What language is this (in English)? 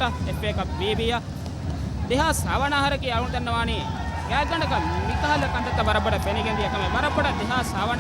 Divehi